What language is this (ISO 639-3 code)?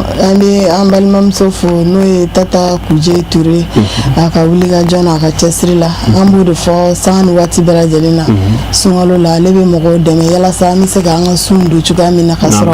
bam